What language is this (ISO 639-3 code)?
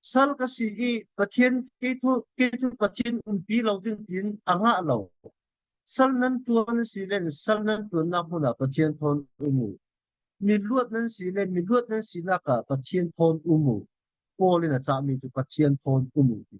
cfm